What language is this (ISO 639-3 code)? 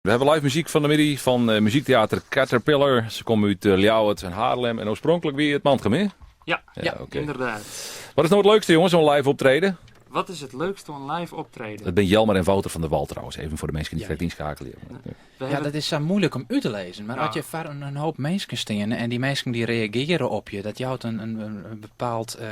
fry